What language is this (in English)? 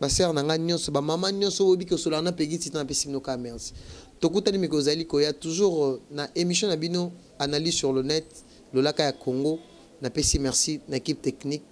Lingala